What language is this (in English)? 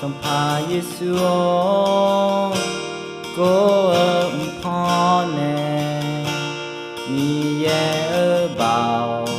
Akha